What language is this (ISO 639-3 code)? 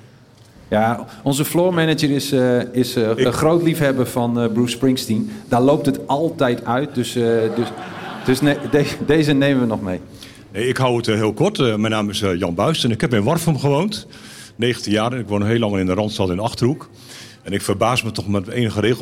nld